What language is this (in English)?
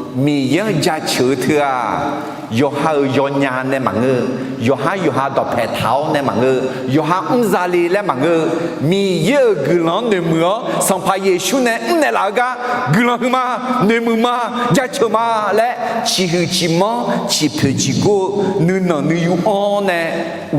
Akha